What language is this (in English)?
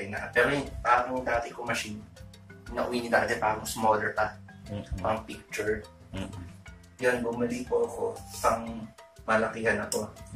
Filipino